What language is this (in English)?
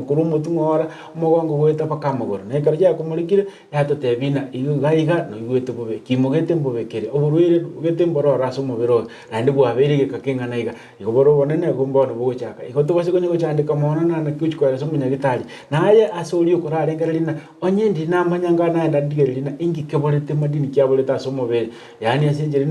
Gusii